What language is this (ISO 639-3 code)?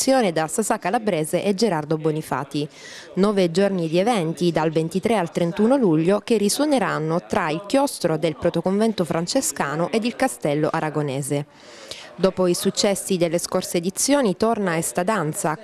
ita